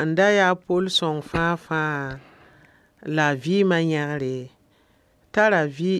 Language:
Mossi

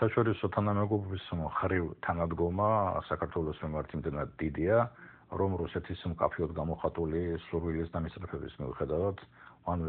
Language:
Georgian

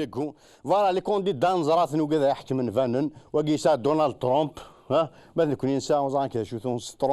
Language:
Kabyle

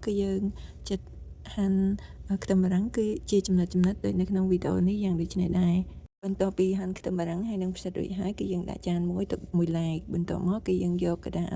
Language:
Khmer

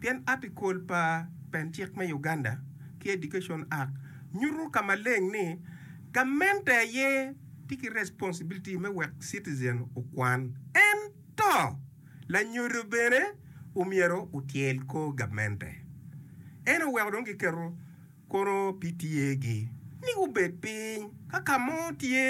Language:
Acoli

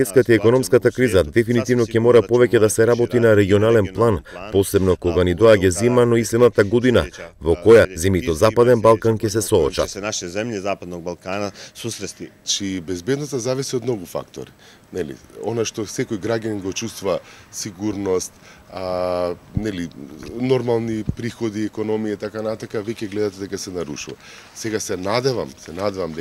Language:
Macedonian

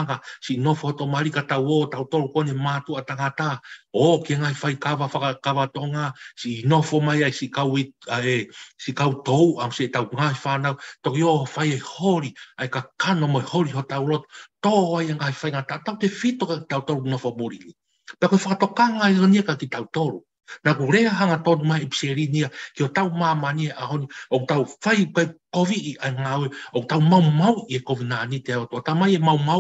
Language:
Tongan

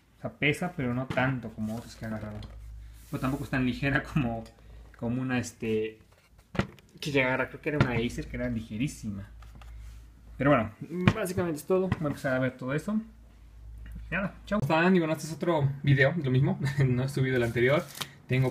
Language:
Spanish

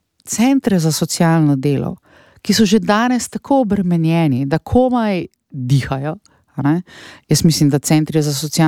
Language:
Slovenian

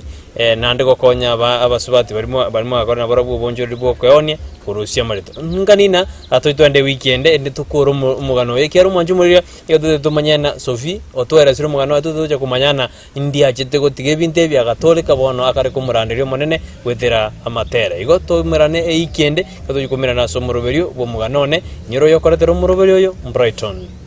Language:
Gusii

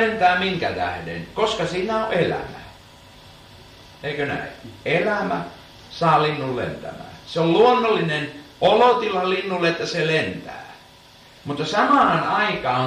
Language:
Finnish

